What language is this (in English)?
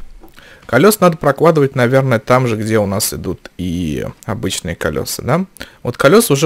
Russian